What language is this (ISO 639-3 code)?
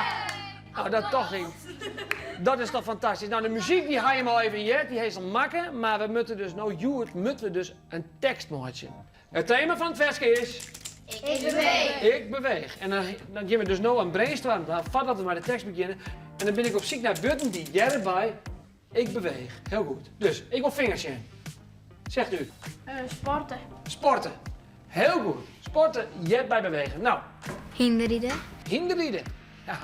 fry